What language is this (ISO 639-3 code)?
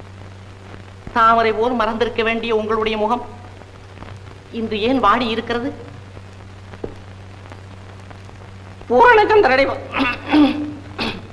tam